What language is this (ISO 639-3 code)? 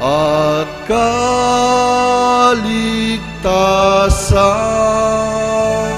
pam